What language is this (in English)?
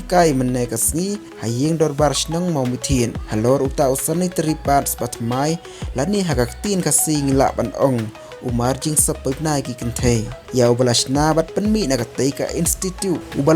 Khasi